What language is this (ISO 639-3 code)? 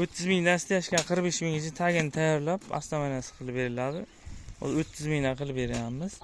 uzb